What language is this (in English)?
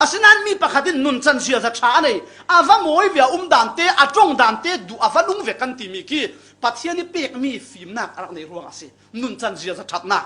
Falam Chin